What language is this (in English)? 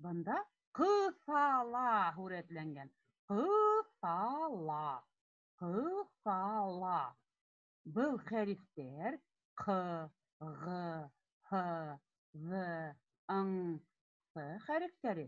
Bashkir